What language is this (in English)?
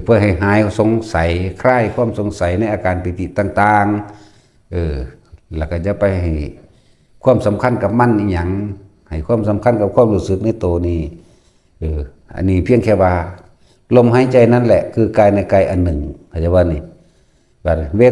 Lao